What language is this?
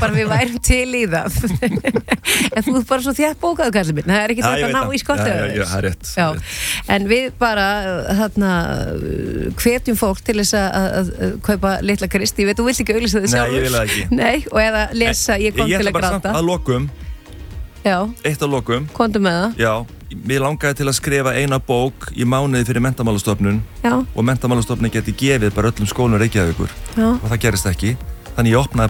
Icelandic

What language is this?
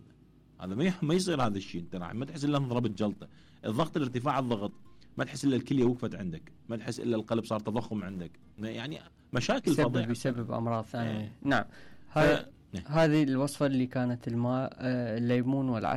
Mesopotamian Arabic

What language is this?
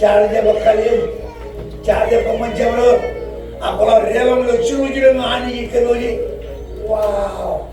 Marshallese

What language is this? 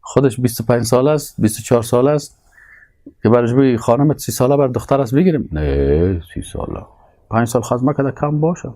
Persian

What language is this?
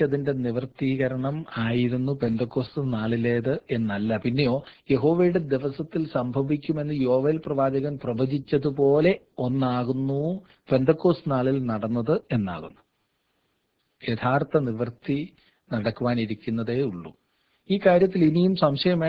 Malayalam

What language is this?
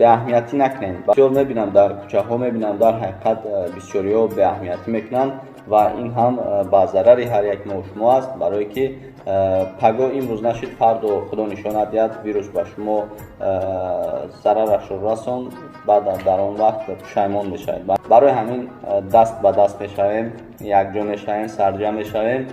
Tajik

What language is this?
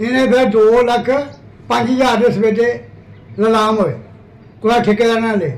Dogri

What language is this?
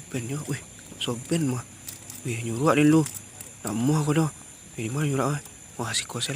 Minangkabau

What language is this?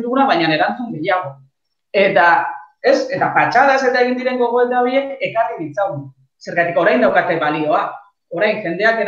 Basque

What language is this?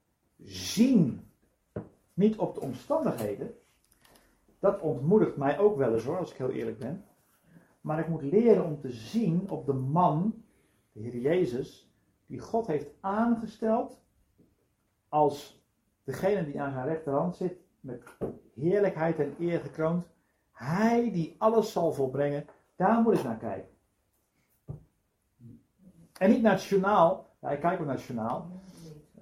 Dutch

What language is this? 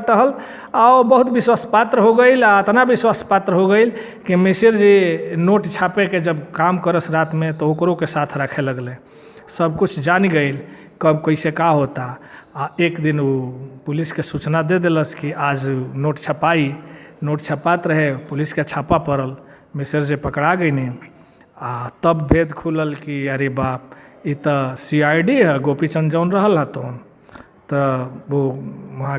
Bhojpuri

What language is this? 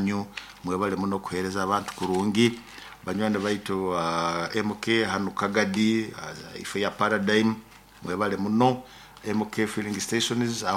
Nyoro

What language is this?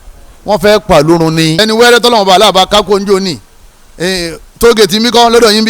Yoruba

